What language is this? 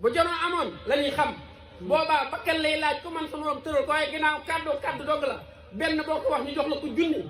Wolof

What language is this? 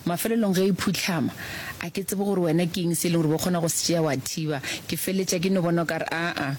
Northern Sotho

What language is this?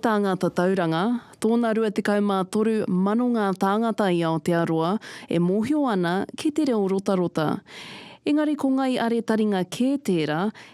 Māori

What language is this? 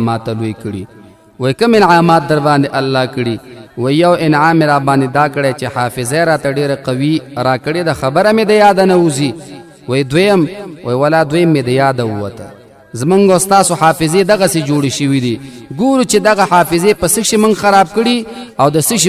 Pashto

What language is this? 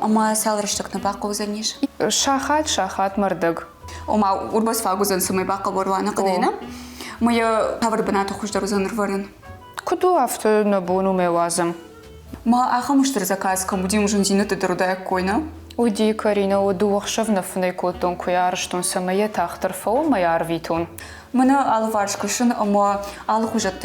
Ossetic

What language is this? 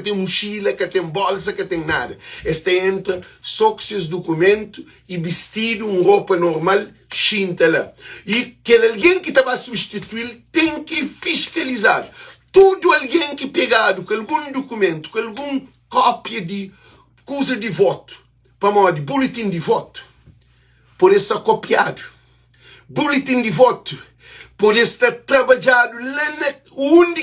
Kabuverdianu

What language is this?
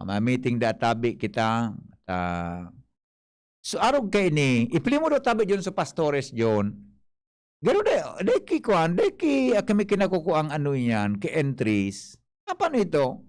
Bikol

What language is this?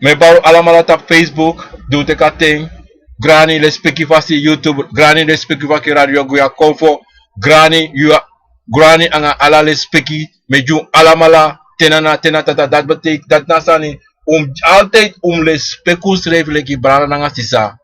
Sranan Tongo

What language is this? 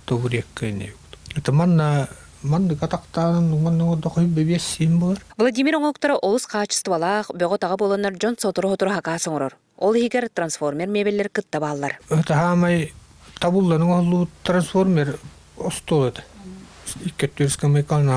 Yakut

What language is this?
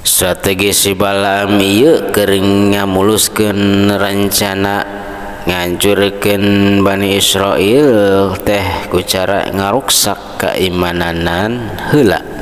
Sundanese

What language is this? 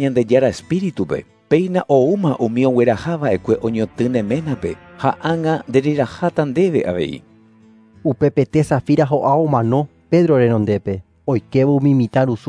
Guarani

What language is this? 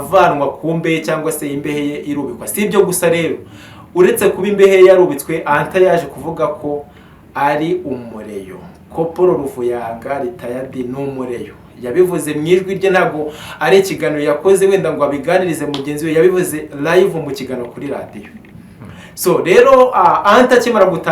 Kinyarwanda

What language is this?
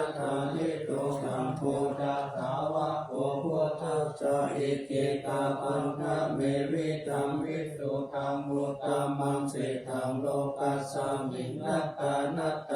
Pali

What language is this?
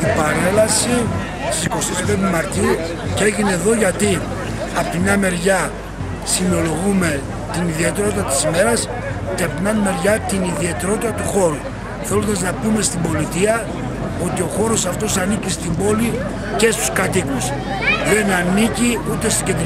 Greek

